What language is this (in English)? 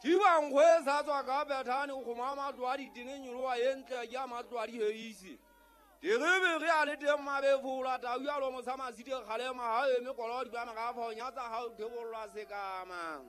Southern Sotho